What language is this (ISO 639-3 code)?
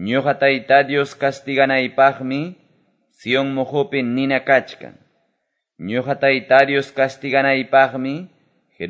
que